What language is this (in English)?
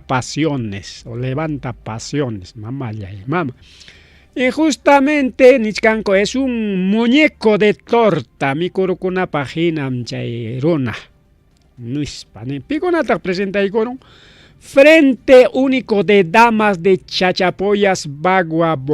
Ayacucho Quechua